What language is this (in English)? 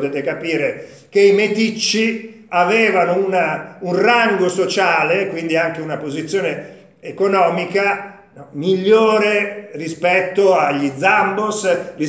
Italian